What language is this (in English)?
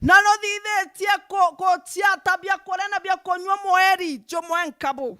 Meru